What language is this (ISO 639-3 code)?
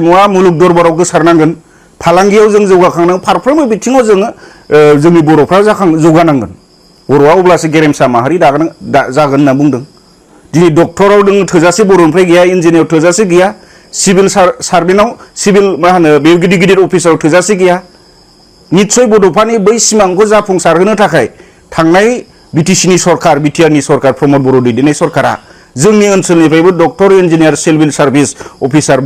brx